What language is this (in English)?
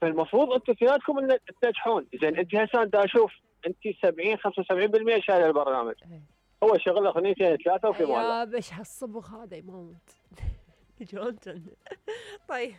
Mesopotamian Arabic